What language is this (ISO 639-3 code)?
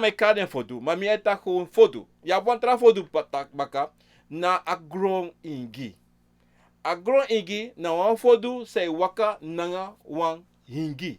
srn